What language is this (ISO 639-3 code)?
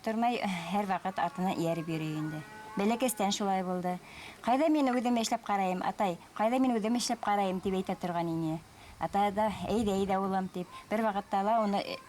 bak